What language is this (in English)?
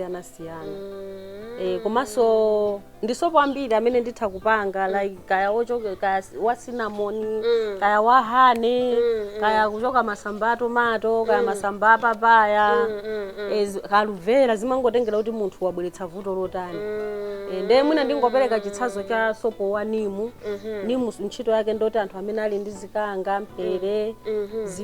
Nyanja